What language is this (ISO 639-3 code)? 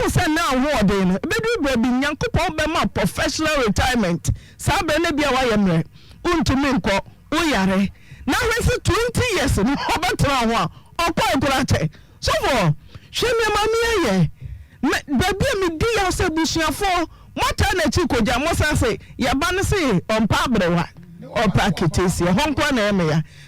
aka